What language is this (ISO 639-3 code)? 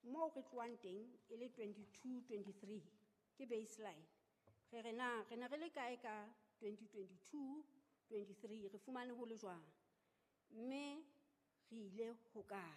sot